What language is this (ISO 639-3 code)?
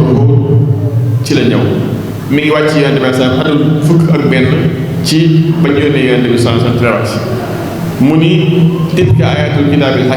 wol